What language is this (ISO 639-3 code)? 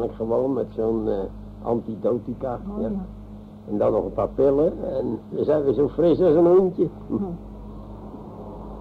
nld